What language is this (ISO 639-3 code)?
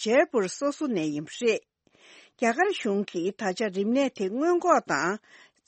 bod